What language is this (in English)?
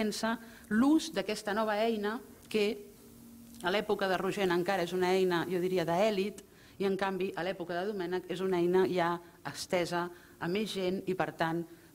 Catalan